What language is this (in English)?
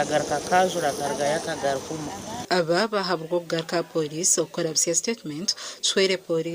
Nyankole